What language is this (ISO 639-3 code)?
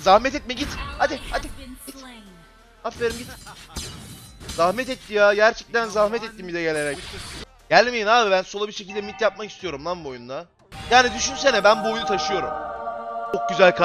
tur